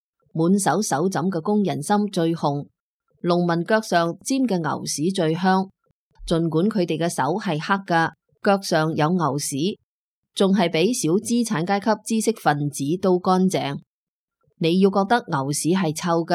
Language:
Cantonese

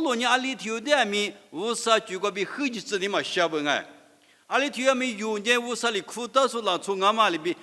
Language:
Lisu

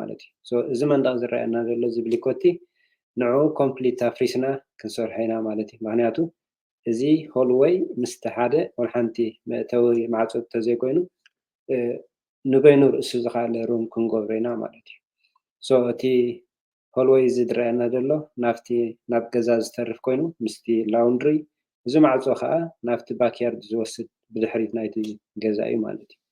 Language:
Tigrinya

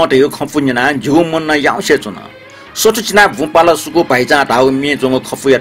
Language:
Newari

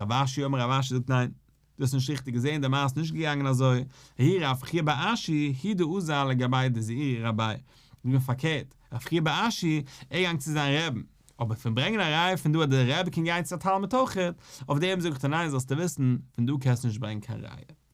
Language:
Yiddish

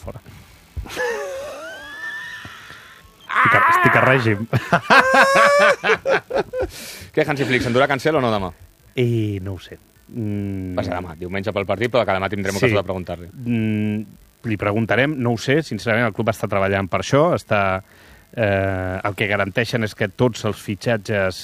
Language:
Catalan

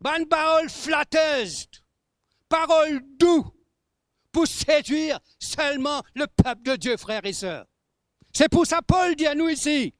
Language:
Morisyen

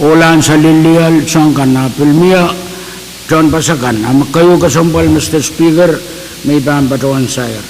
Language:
Pohnpeian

